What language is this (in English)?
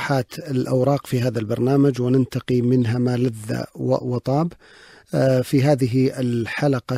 Najdi Arabic